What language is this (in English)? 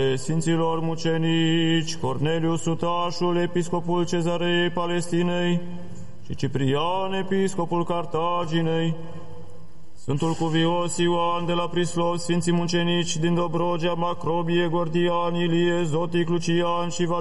Romanian